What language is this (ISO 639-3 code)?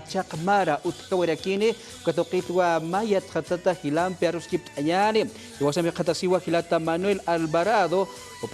aym